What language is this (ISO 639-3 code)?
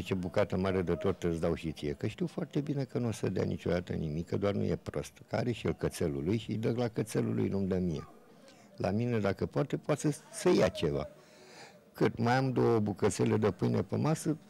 ron